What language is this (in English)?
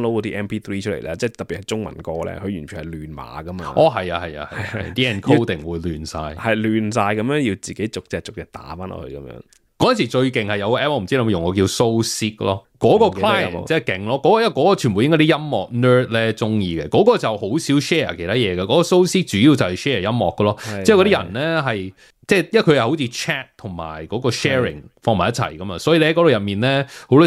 Cantonese